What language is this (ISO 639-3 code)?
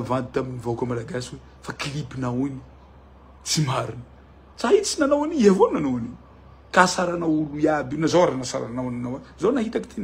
mlg